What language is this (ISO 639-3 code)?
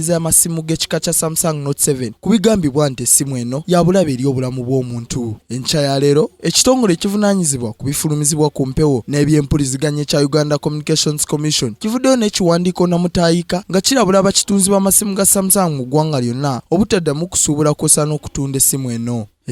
lug